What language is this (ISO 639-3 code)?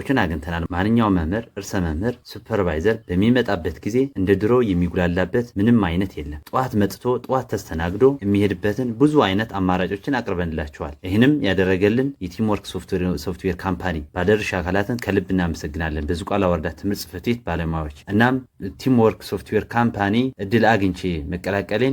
amh